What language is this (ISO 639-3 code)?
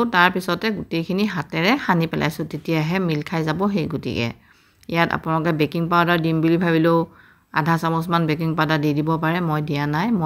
asm